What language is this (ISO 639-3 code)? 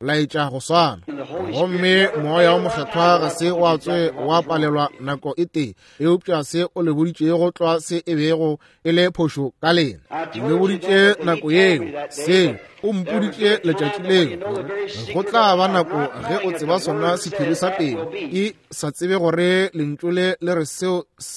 nso